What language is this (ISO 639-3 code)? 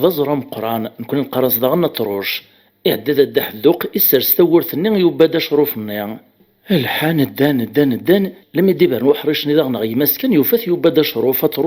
kab